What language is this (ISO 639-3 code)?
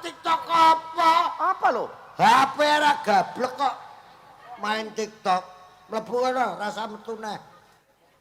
jav